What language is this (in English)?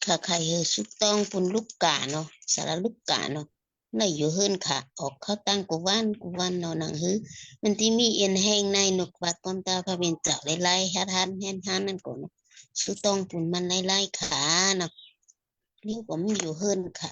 Shan